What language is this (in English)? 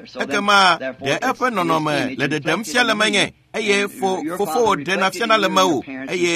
Ewe